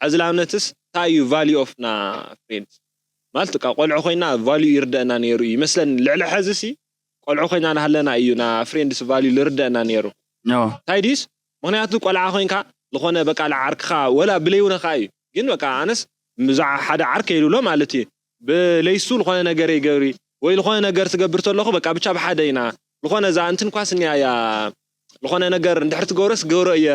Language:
Tigrinya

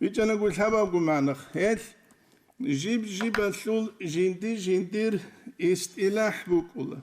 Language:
Avaric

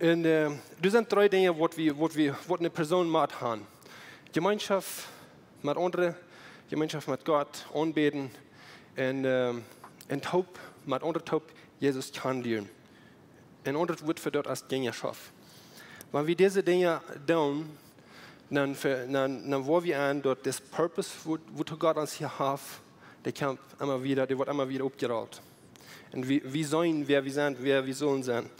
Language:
Plautdietsch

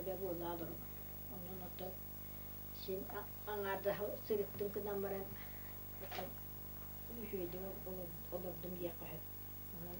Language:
Yakut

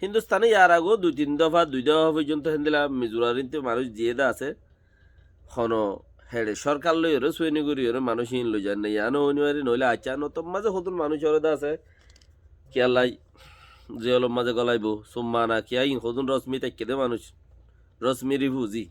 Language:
Rohingya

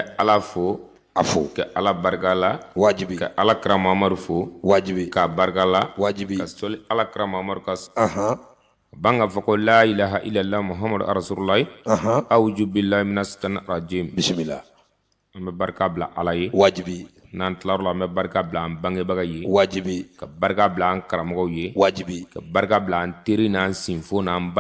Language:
Bambara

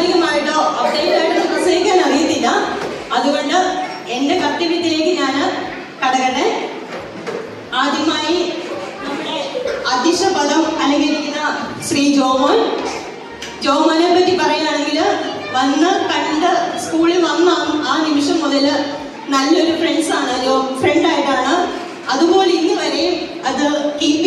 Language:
Malayalam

